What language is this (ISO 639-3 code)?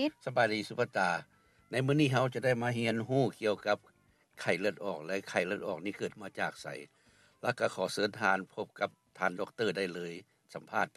lao